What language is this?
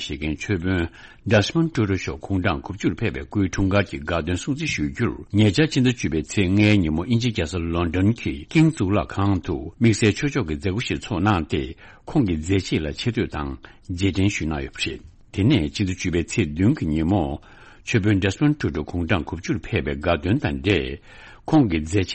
Tibetan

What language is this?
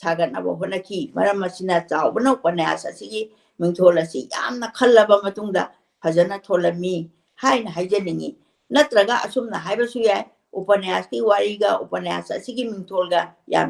Manipuri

